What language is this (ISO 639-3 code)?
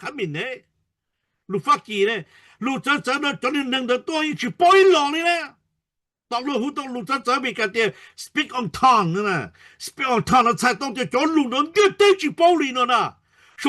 hmn